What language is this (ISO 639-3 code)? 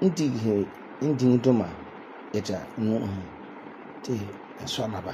gur